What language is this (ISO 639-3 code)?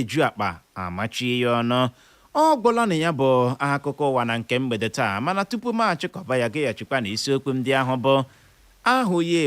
ibo